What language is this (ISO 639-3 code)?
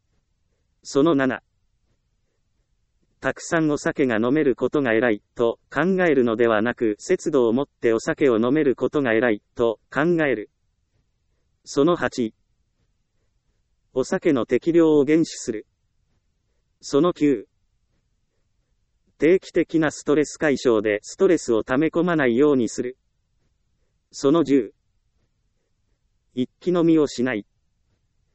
jpn